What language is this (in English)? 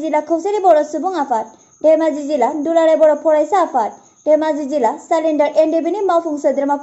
Bodo